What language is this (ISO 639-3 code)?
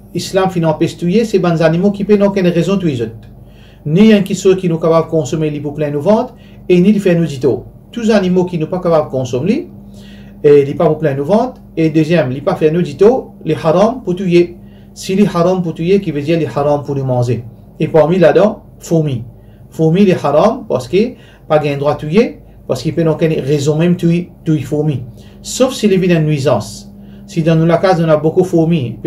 mfe